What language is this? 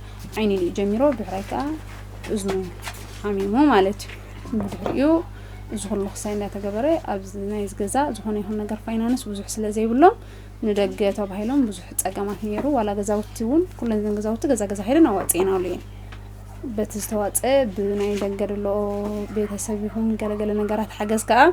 Tigrinya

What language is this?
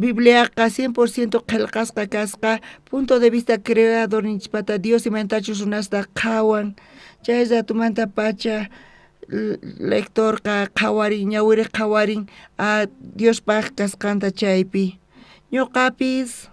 South Bolivian Quechua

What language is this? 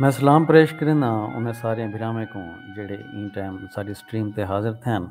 Saraiki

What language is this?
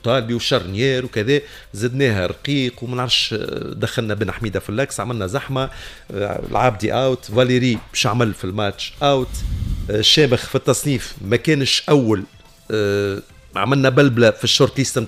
Tunisian Arabic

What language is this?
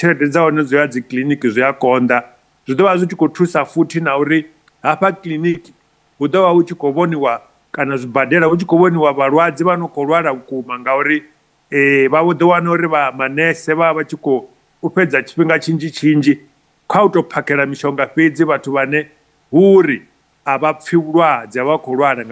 Venda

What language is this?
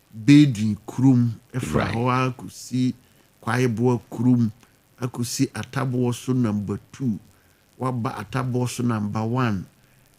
Akan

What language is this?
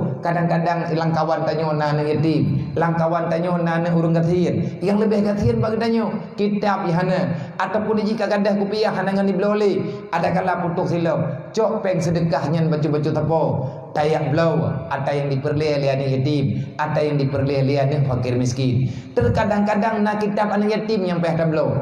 Achinese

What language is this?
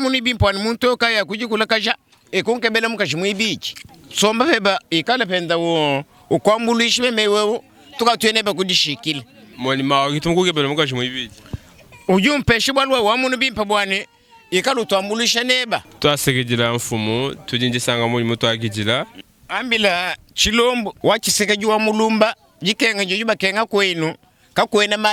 Luba-Lulua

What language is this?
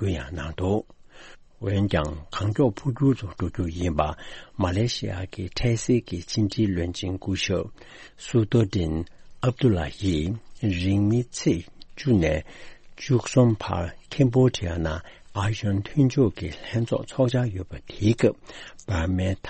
Tibetan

